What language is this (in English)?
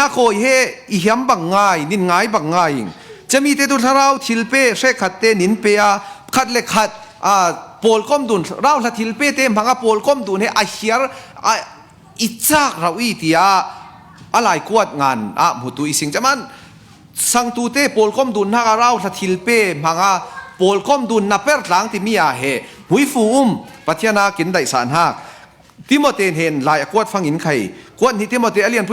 Falam Chin